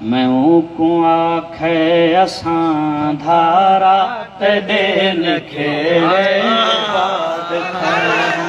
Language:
Saraiki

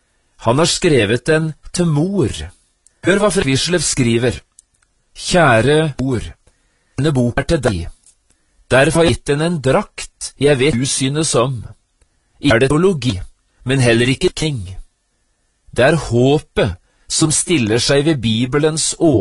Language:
Norwegian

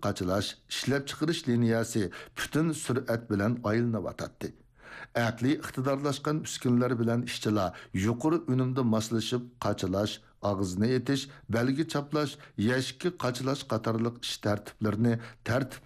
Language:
Uyghur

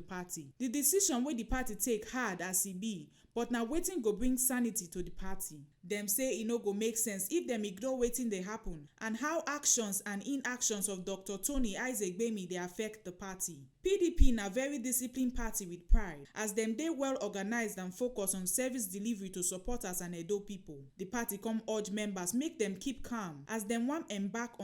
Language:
Nigerian Pidgin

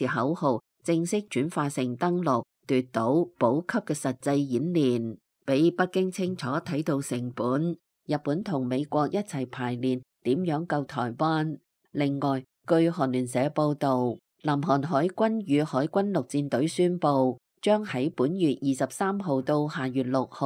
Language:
Cantonese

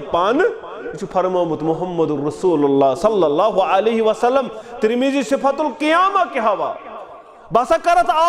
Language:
Kashmiri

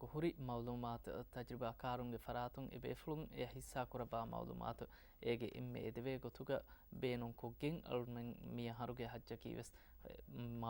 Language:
Divehi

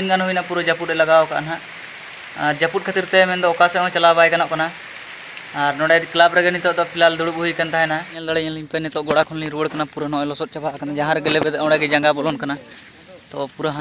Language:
Santali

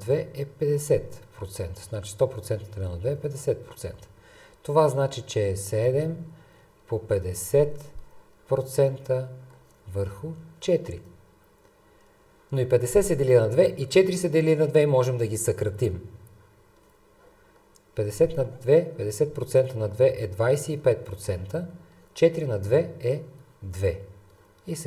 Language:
Bulgarian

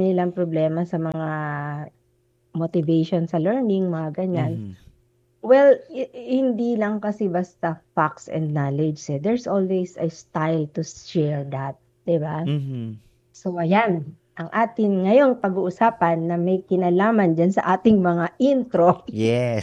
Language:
Filipino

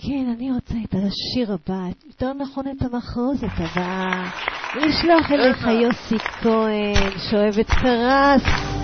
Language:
Hebrew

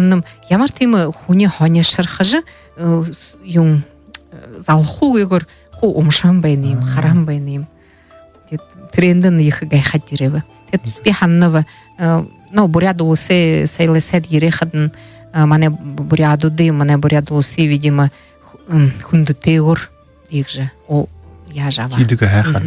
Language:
Buriat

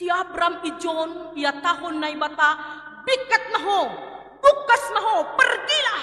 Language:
Batak Simalungun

